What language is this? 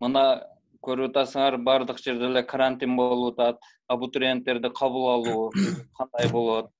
Kyrgyz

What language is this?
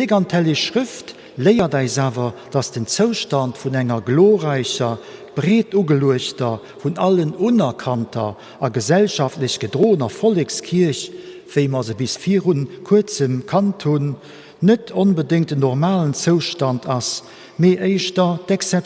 Luxembourgish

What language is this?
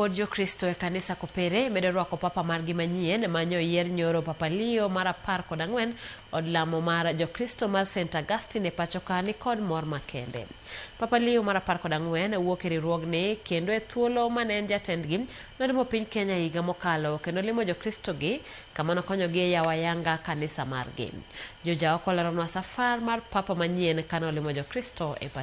Luo (Kenya and Tanzania)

